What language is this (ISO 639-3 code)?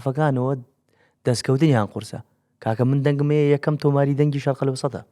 ckb